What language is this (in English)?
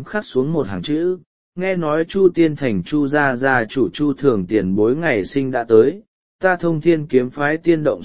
Vietnamese